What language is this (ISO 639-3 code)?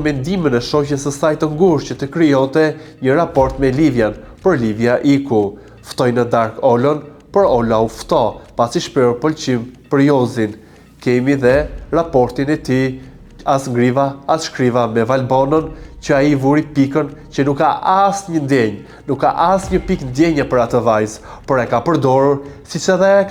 sqi